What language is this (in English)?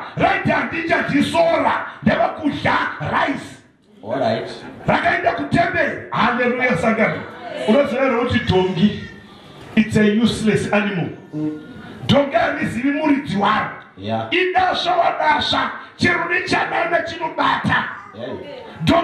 Shona